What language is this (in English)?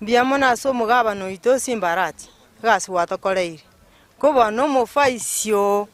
Gusii